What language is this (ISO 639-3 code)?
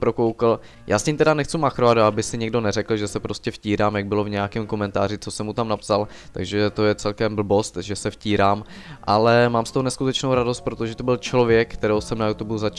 ces